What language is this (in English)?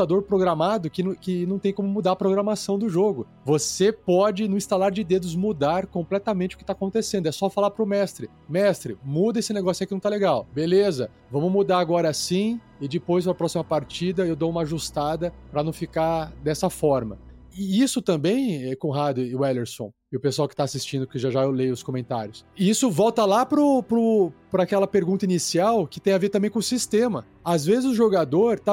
Portuguese